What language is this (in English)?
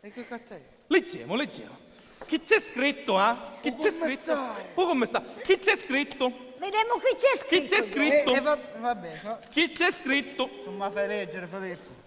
Sicilian